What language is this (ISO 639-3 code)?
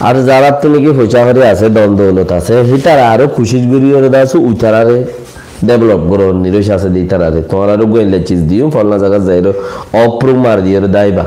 rhg